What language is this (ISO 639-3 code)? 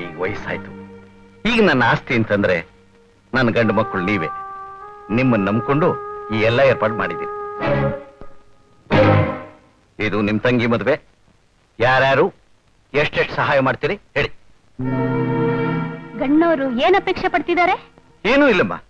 kan